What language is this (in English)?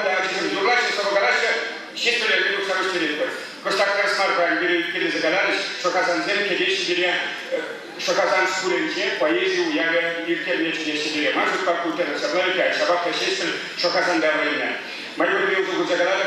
Chuvash